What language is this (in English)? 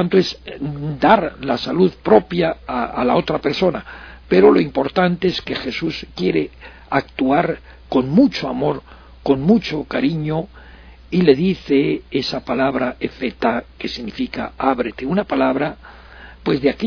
Spanish